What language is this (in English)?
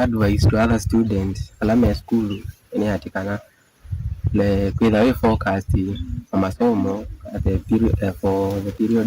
Kamba